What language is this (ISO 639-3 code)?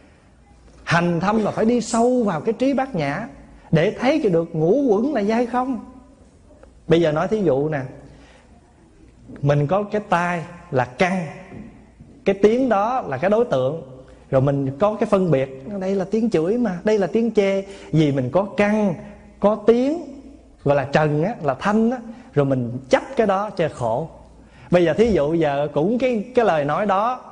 vie